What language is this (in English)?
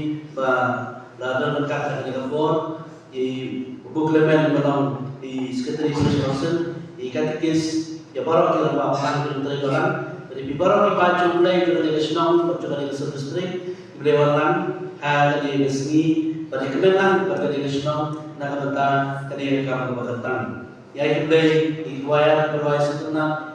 Khasi